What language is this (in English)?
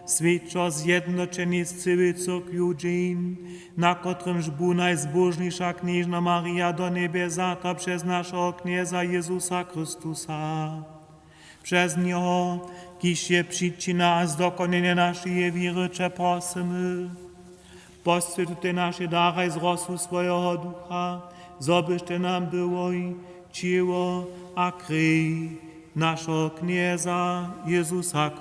Upper Sorbian